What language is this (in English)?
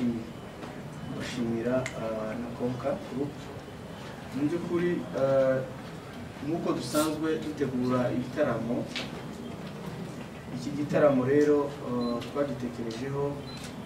Kinyarwanda